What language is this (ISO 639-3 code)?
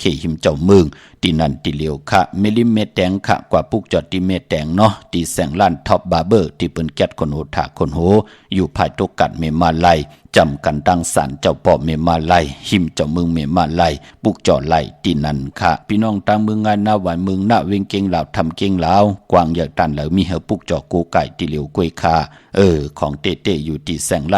shn